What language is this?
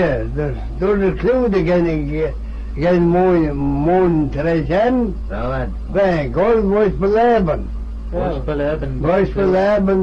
Manx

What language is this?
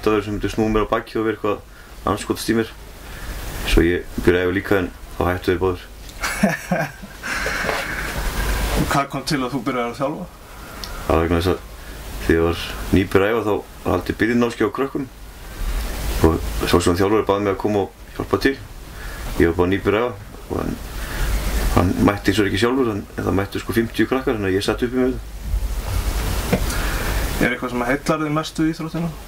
Icelandic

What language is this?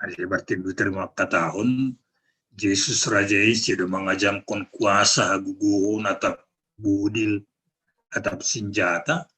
Batak Simalungun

